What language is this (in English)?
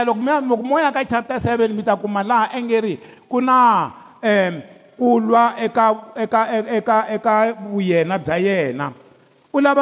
Tsonga